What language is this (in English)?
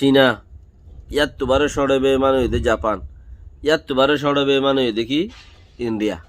Rohingya